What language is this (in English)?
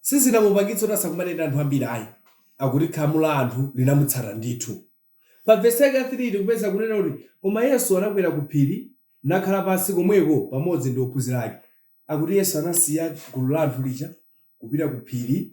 Nyanja